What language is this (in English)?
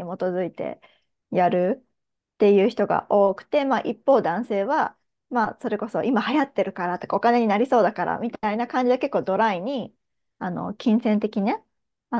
Japanese